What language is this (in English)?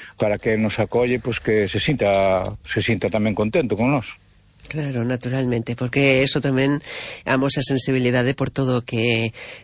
Galician